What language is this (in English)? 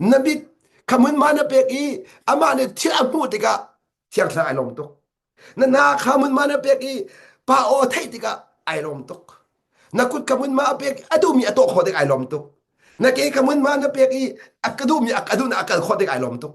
Hakha Chin